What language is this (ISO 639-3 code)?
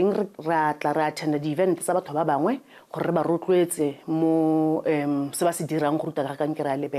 tsn